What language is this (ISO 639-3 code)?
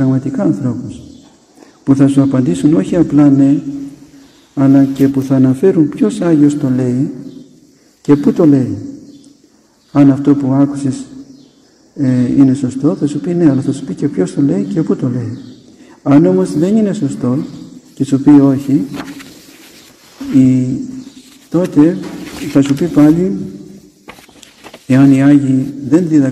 ell